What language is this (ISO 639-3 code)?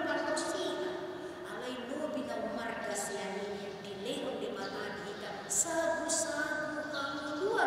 bbc